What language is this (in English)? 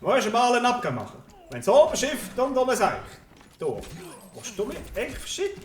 Swiss German